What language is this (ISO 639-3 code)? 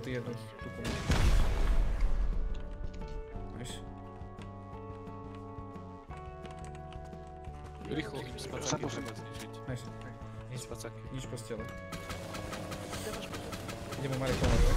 slk